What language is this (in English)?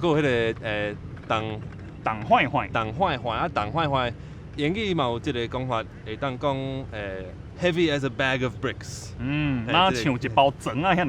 Min Nan Chinese